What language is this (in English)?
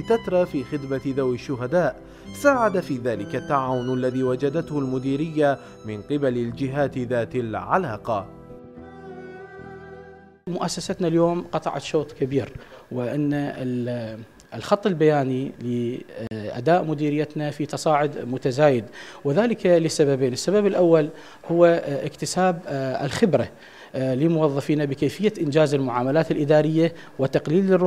Arabic